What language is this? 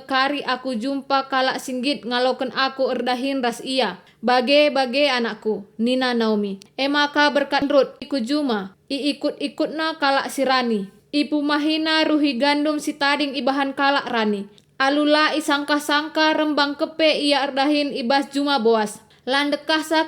Batak Karo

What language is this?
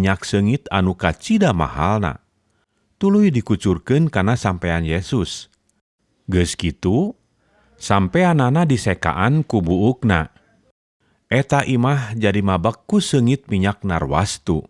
Sundanese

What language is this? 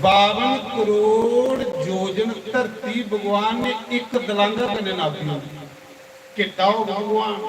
Dogri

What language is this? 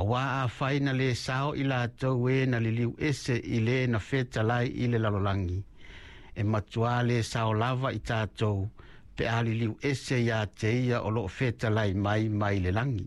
Samoan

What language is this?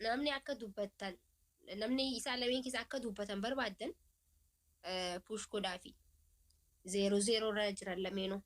Oromo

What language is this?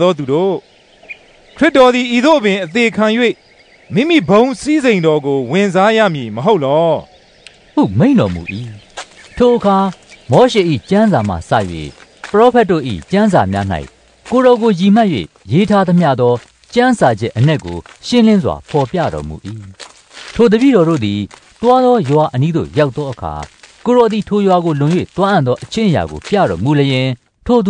Burmese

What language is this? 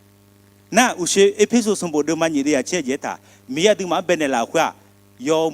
Akha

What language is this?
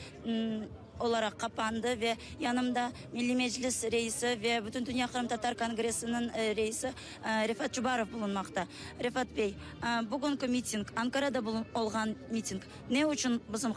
Crimean Tatar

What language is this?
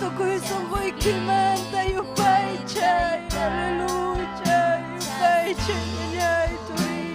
Ayacucho Quechua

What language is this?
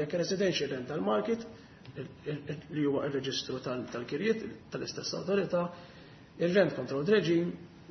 Maltese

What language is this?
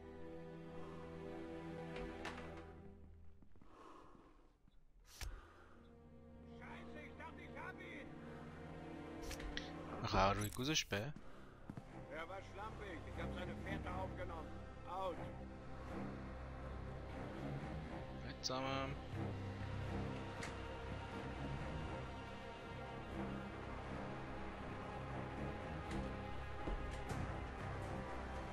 German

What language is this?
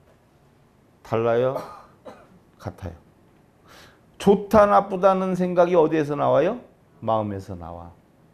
Korean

